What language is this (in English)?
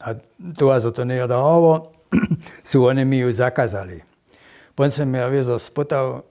Upper Sorbian